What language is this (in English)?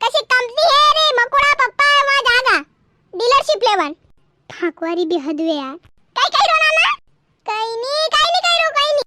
Rajasthani